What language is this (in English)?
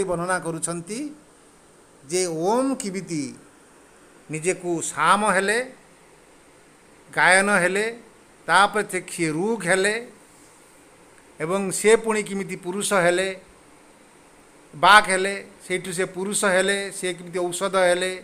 Odia